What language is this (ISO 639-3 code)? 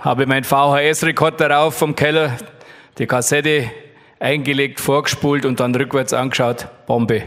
bar